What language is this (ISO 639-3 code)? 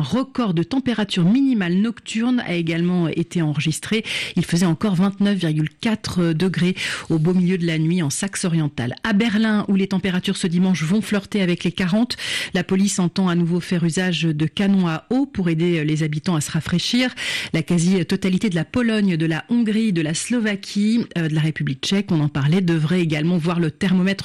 fra